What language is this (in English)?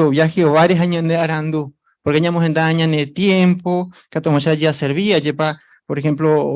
Guarani